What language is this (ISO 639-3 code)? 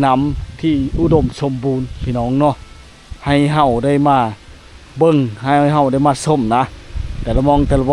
lao